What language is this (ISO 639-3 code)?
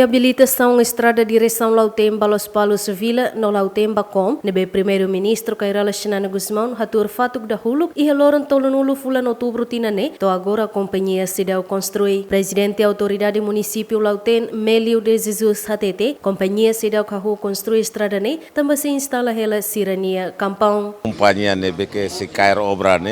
tet